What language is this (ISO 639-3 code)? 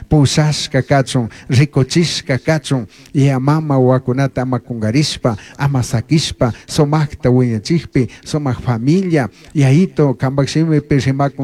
qug